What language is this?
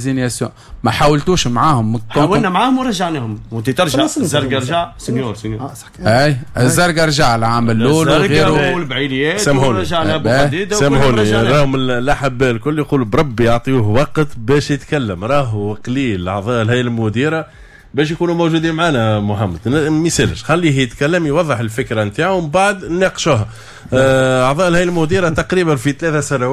Tunisian Arabic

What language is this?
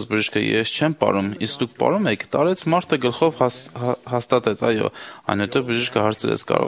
Armenian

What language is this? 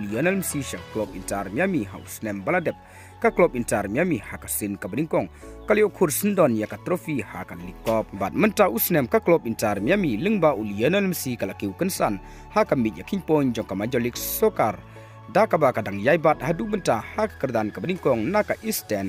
Khasi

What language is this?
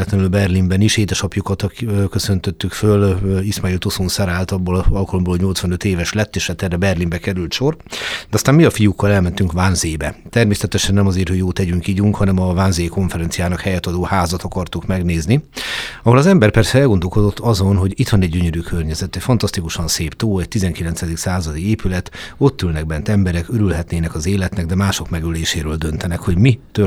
Hungarian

